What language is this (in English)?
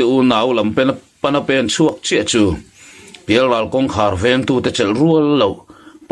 Mizo